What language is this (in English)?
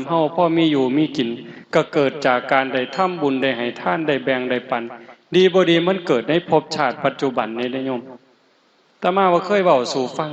Northeastern Thai